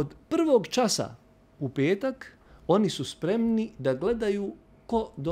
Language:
Bosnian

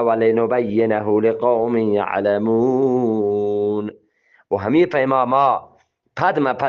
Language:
Eastern Balochi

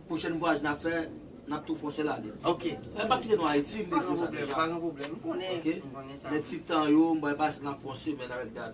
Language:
Haitian Creole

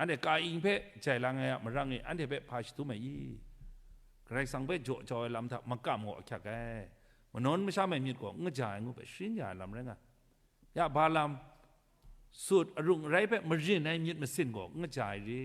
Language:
Kachin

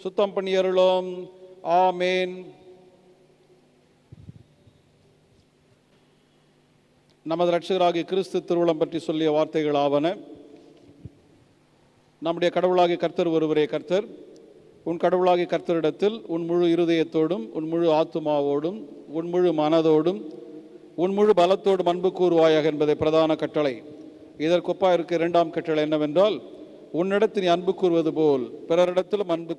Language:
Tamil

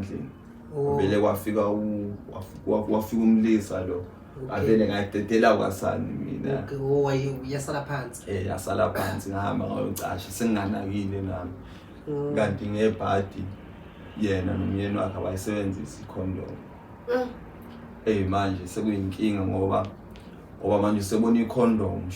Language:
Zulu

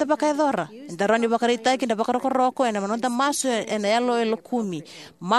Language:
Fijian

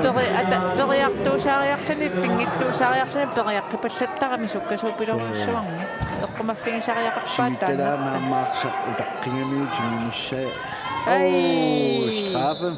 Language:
Kalaallisut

